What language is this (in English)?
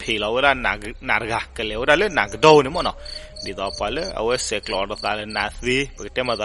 S'gaw Karen